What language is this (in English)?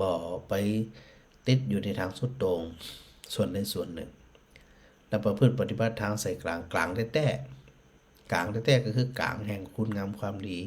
Northern Thai